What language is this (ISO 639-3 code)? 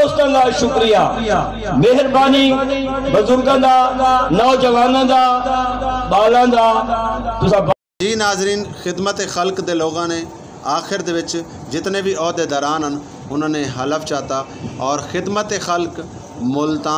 skr